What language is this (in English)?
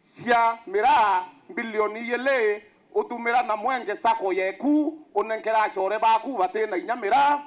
Meru